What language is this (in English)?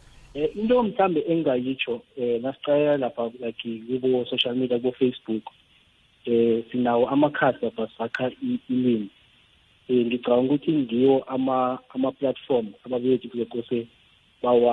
South Ndebele